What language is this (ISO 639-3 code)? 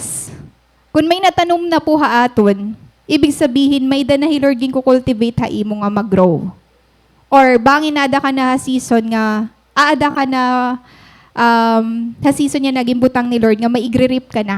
war